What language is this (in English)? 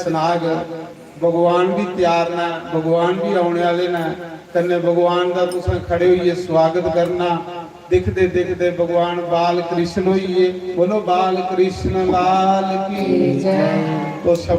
Dogri